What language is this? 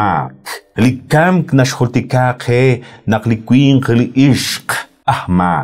Kekchí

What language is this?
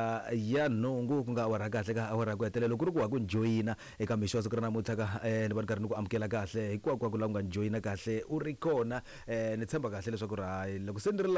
Tsonga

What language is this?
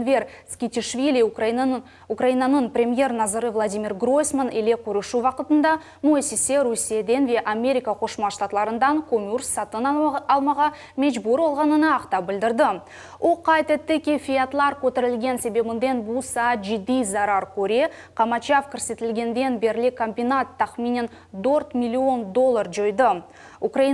Crimean Tatar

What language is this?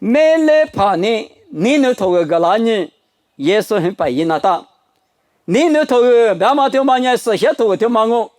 Lisu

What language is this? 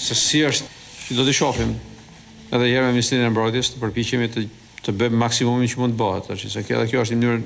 Albanian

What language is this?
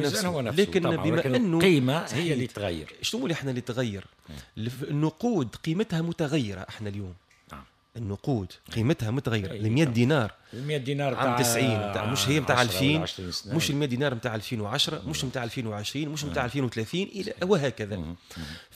Tunisian Arabic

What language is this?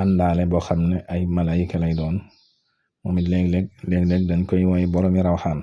Wolof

